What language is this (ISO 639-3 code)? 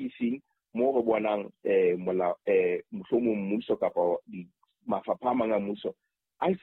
sot